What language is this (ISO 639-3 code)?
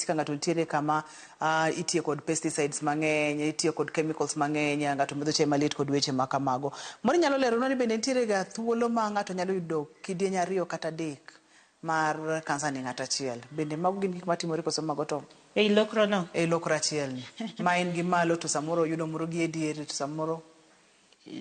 luo